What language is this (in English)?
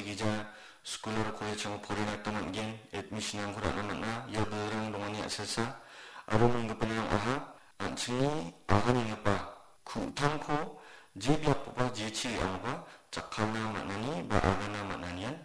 Garo